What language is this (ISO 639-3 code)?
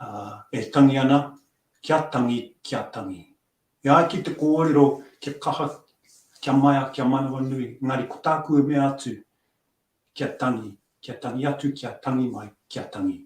mri